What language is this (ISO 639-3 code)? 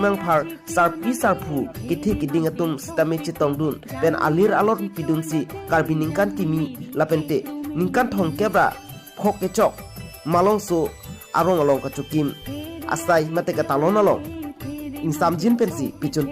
mjw